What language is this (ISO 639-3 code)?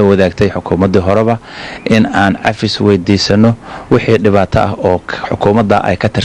som